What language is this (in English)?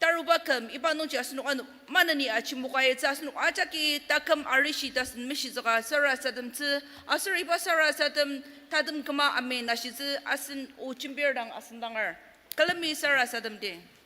Ao Naga